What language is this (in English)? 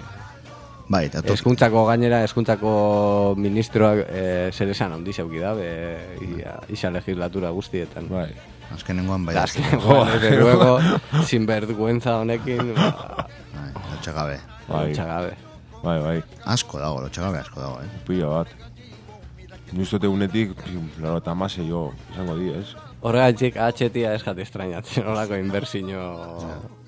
Basque